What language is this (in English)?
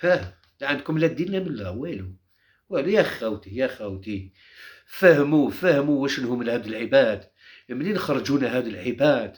Algerian Arabic